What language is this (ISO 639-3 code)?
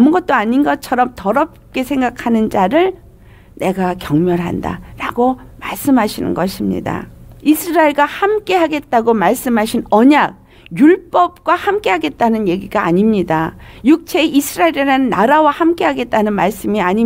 kor